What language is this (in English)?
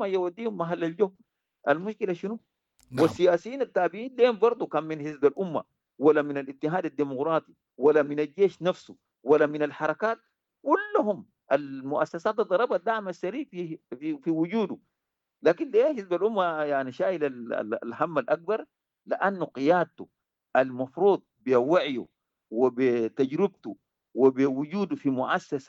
Sudanese Arabic